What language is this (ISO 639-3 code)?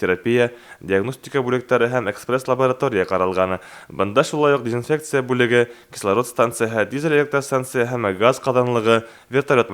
bak